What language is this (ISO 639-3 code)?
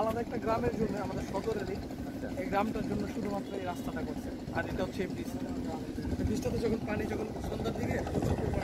ben